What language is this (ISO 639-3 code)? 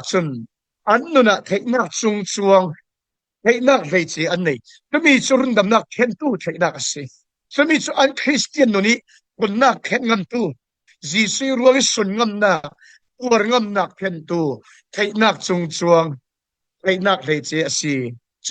cfm